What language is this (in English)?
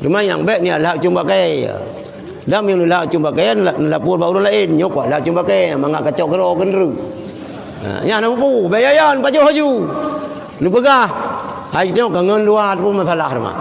Achinese